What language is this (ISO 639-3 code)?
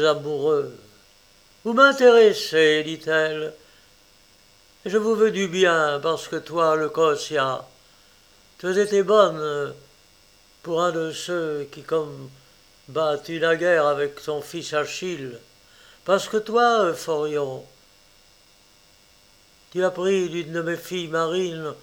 fra